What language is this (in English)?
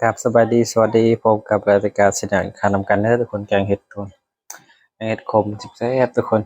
Northeastern Thai